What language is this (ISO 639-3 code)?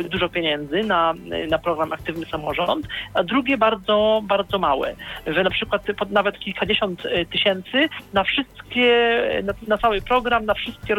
pol